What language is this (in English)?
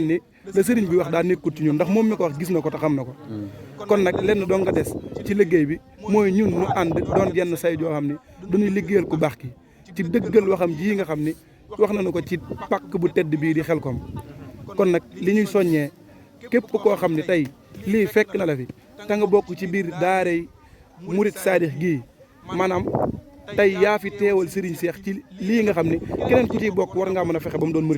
Wolof